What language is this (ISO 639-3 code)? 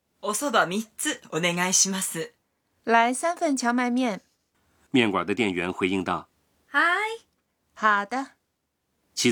zho